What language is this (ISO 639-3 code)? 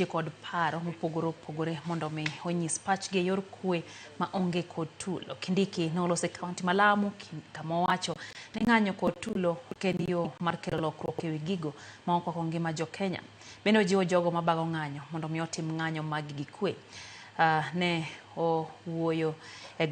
luo